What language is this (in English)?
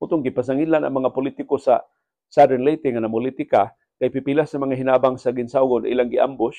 Cebuano